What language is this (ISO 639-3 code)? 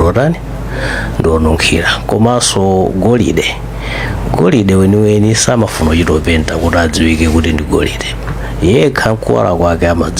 nya